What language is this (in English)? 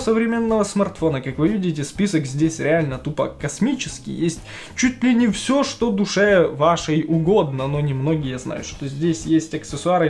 Russian